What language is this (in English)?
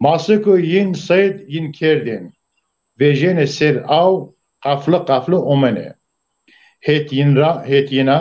Zaza